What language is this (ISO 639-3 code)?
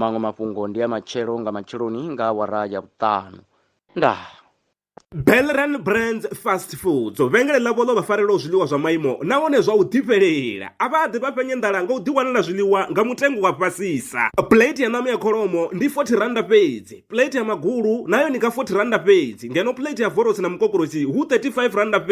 ven